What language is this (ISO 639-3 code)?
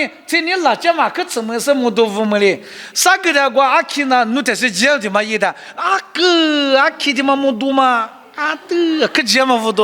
lis